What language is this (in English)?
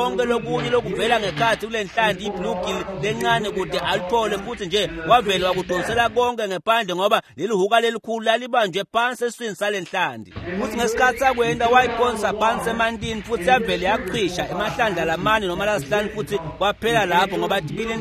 Swati